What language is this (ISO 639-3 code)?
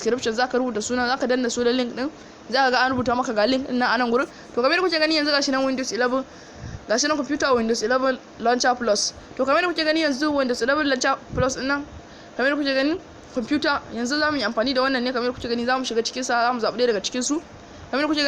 hau